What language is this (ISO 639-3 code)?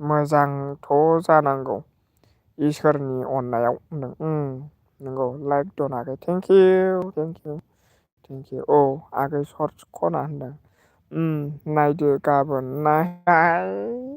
brx